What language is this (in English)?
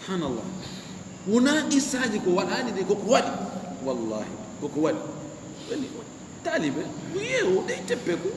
Fula